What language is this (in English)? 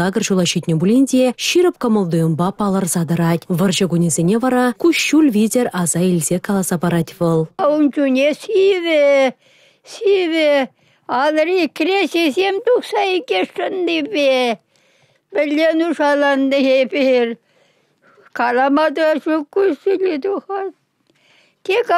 Chuvash